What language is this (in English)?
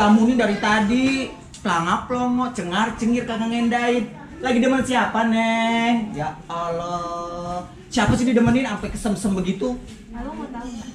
Betawi